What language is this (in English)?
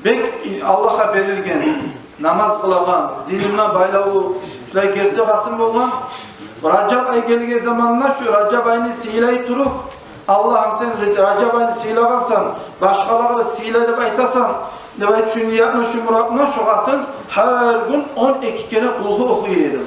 Kumyk